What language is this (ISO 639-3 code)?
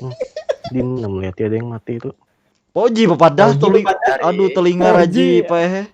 bjn